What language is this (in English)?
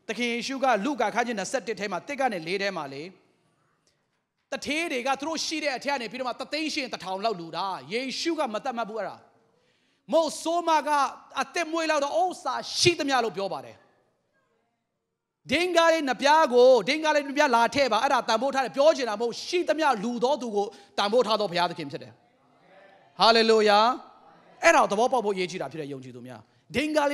Burmese